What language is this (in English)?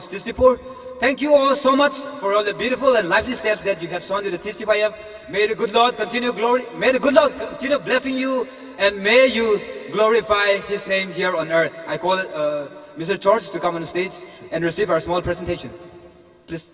Tangkhul Naga (India)